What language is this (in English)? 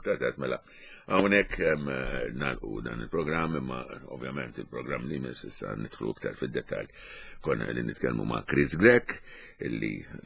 Maltese